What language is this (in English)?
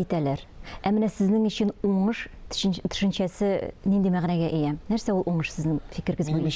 Tatar